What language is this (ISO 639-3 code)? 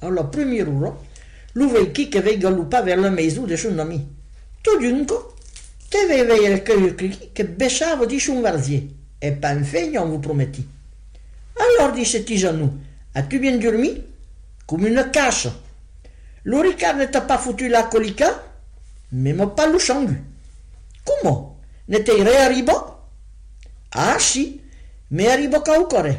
oci